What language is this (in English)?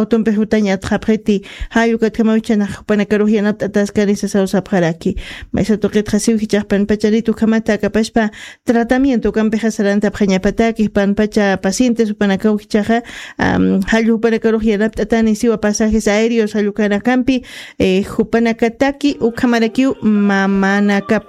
Aymara